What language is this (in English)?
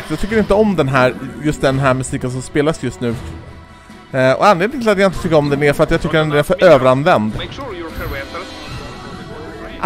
Swedish